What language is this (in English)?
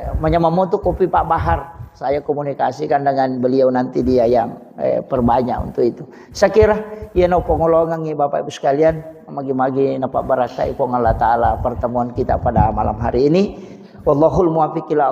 Buginese